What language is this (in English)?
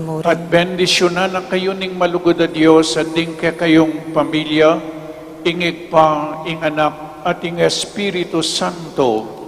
Pampanga